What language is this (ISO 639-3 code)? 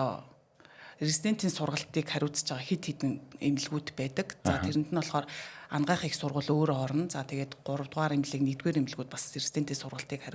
mon